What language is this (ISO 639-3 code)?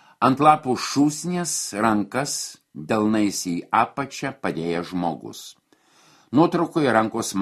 lit